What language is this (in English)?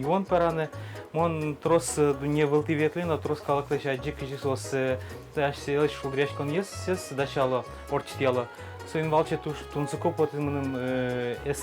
Udmurt